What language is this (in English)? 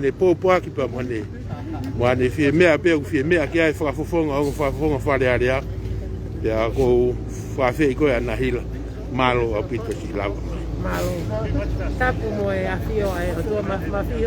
Tongan